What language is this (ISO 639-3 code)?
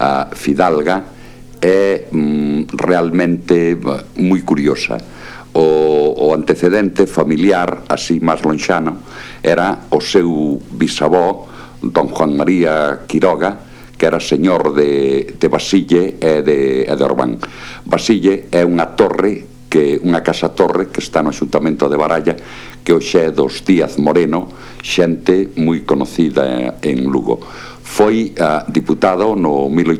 glg